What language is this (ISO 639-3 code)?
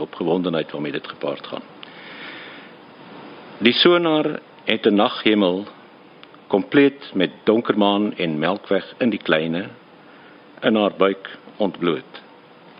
afr